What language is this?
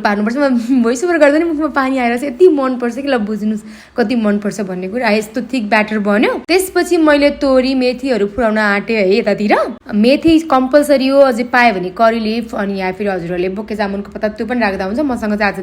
Nepali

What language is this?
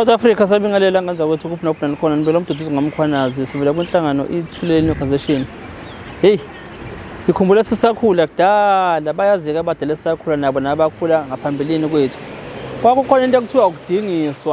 Zulu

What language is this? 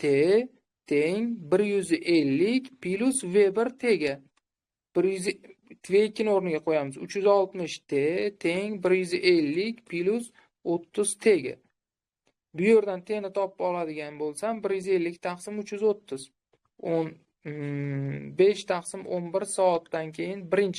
Uzbek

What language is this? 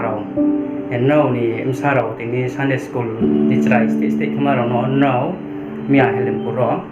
Riang (India)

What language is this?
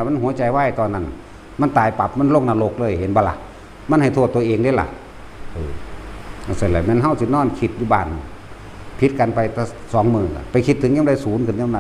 Northeastern Thai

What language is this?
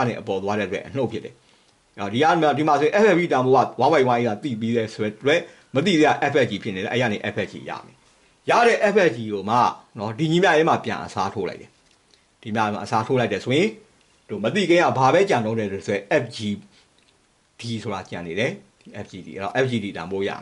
Burmese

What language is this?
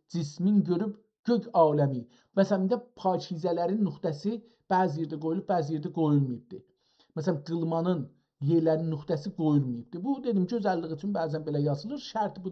South Azerbaijani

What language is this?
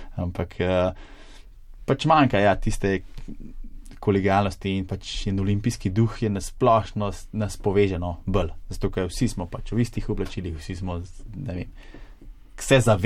Slovenian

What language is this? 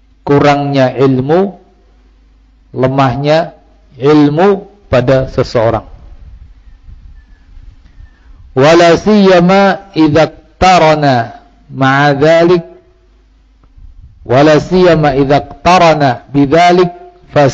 Indonesian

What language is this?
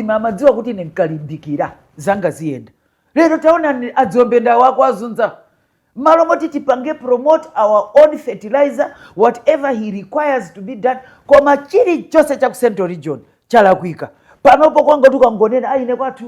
Nyanja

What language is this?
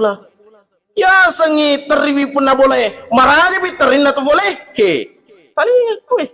Buginese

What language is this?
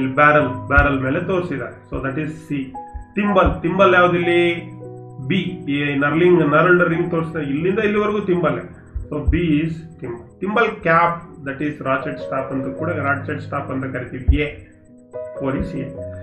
Kannada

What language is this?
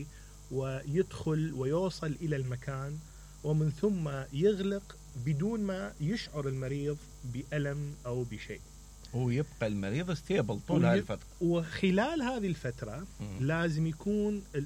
Mesopotamian Arabic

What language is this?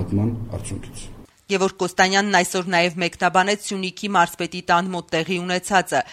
Armenian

